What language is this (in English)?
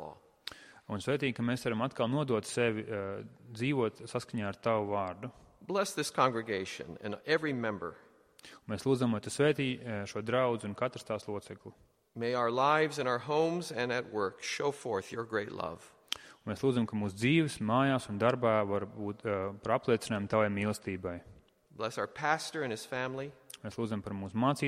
Latvian